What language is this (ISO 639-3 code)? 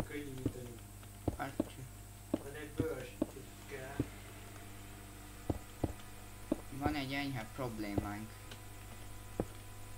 hun